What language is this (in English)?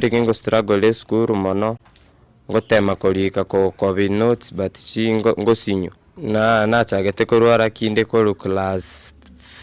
Gusii